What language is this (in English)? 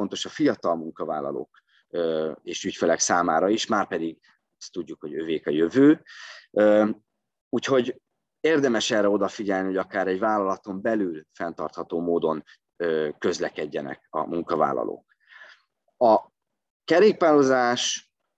Hungarian